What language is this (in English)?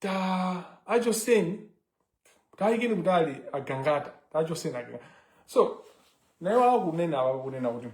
Nyanja